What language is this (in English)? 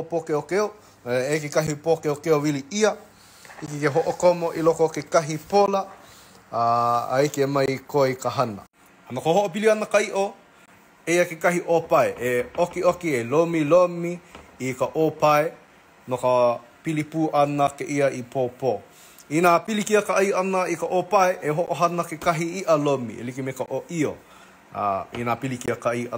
Hawaiian